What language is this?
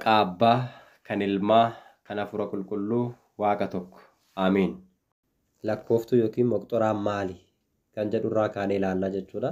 Oromo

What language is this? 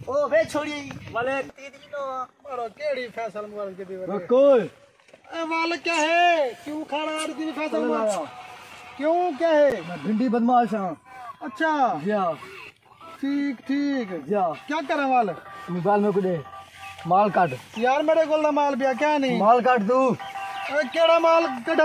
Saraiki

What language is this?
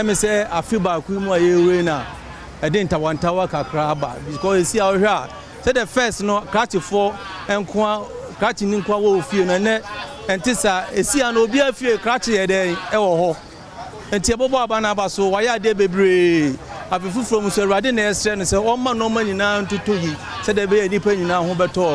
Akan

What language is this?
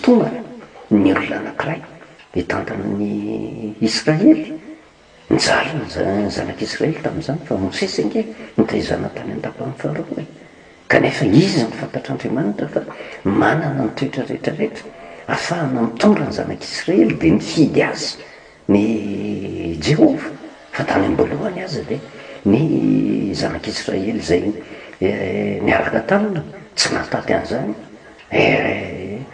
Malagasy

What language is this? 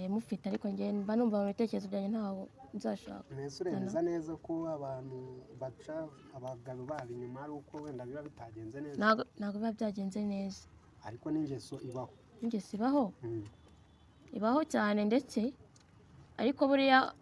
Kinyarwanda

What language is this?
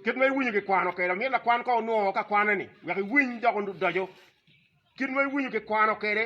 Acoli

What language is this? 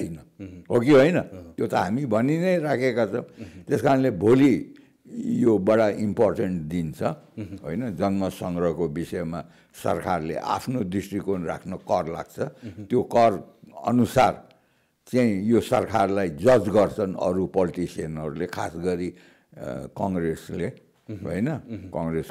Nepali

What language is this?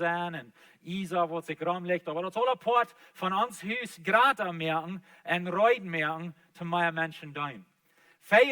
Plautdietsch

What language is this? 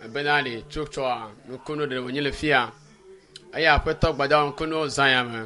Ewe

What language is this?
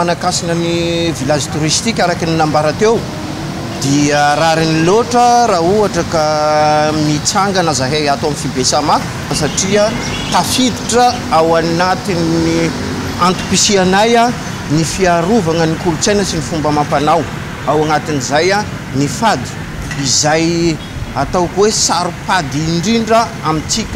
Malagasy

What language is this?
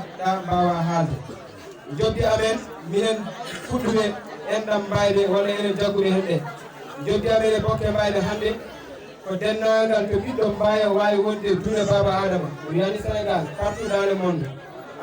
Fula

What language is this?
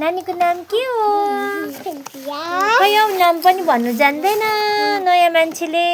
Nepali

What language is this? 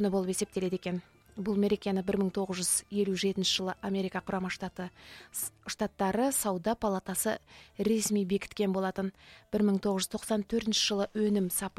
Kazakh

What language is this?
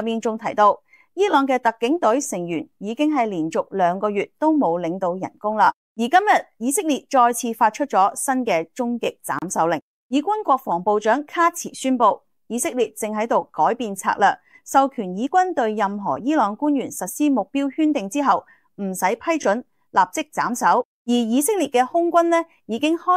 Cantonese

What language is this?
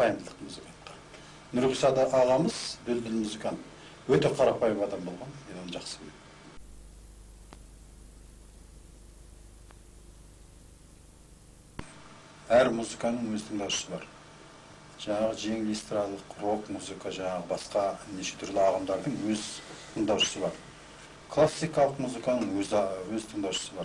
Kazakh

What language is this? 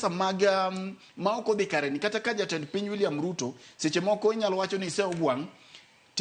Luo (Kenya and Tanzania)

